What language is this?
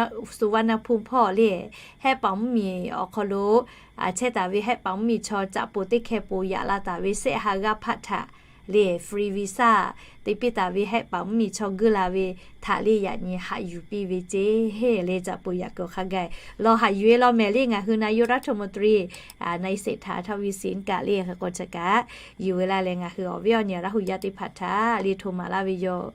Lahu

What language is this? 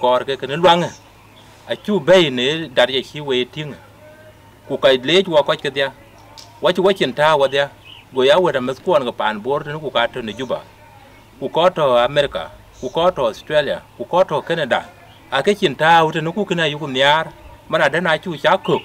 Dinka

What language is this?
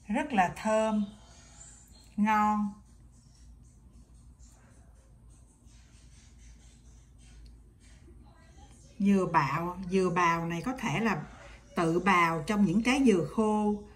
Vietnamese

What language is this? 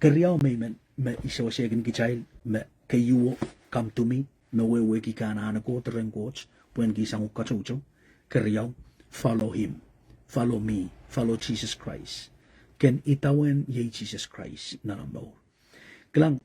Pohnpeian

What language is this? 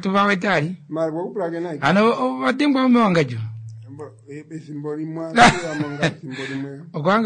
Kuanyama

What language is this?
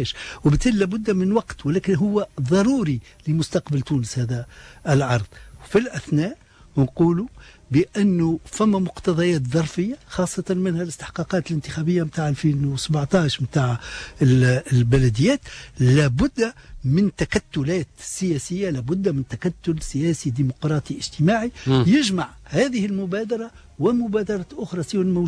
Tunisian Arabic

